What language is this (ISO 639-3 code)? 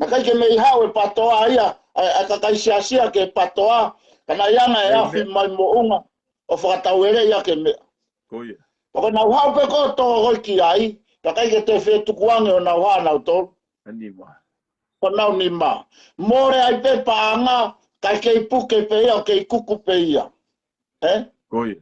ton